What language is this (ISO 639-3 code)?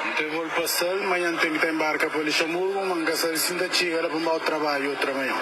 kea